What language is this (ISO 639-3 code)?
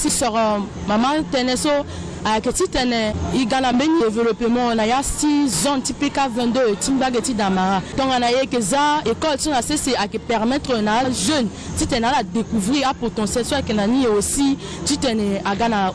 sag